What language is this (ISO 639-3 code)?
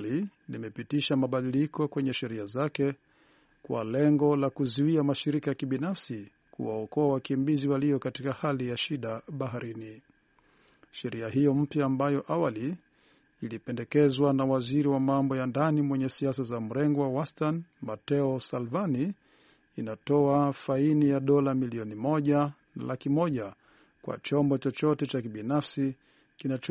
swa